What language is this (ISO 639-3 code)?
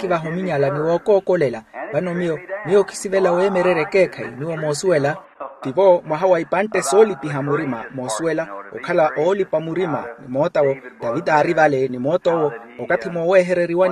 vmw